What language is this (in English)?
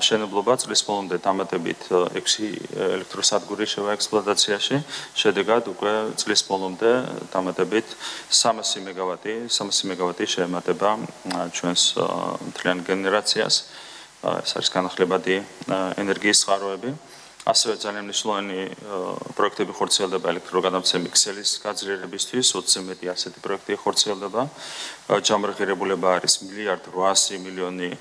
Georgian